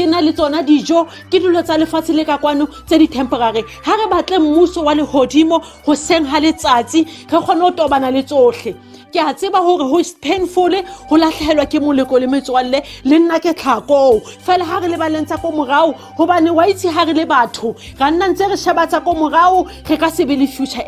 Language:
Southern Sotho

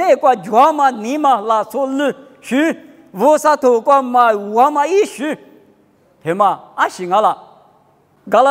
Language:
Lisu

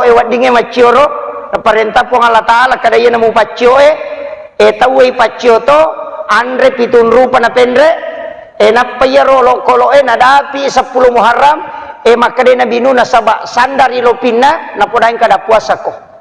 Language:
Buginese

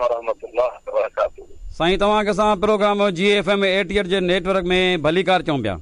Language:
Sindhi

